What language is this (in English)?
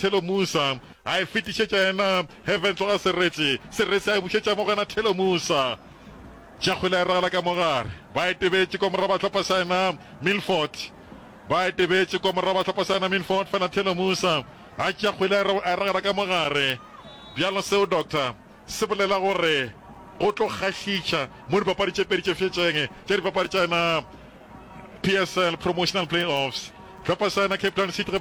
Northern Sotho